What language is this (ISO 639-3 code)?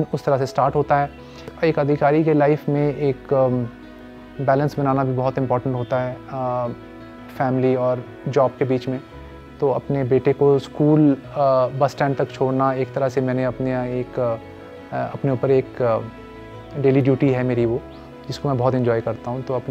hin